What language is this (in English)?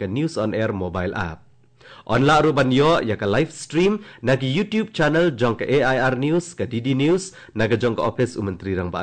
Khasi